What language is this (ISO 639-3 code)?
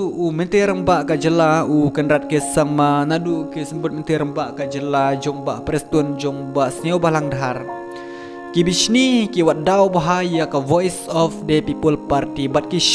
kha